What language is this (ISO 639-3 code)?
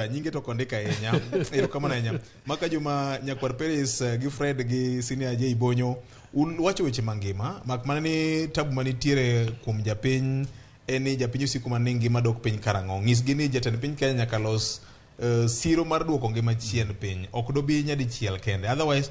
luo